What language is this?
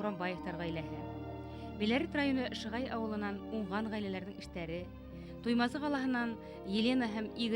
Bashkir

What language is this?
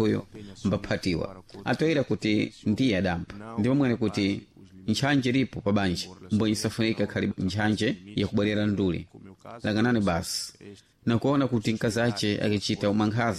Sena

